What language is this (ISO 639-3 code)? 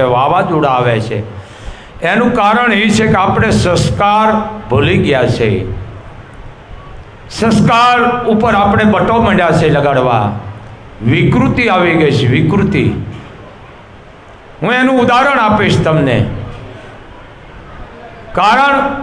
guj